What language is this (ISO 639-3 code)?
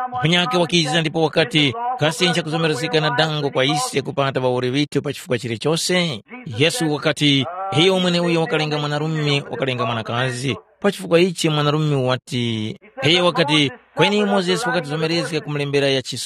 tum